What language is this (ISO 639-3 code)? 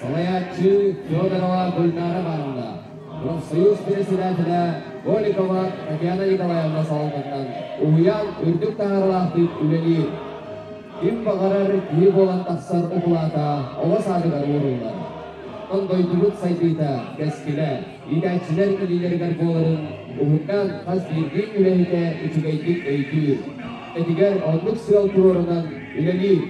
sah